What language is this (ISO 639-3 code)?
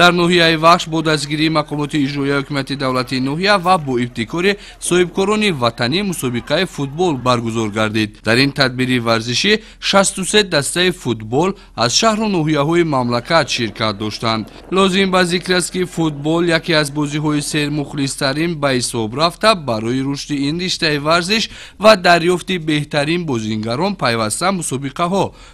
tgk